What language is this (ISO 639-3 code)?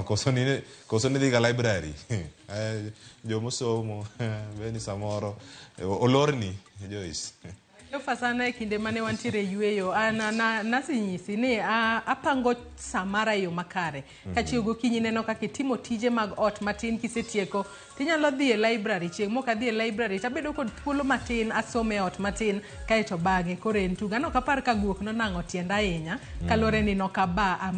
luo